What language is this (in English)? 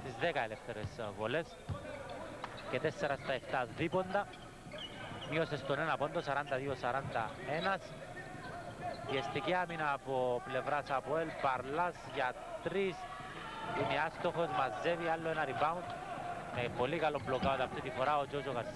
Greek